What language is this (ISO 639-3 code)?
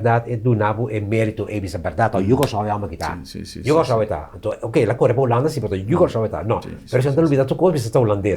pap